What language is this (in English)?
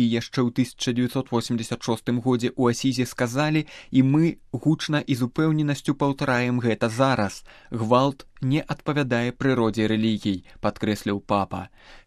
Belarusian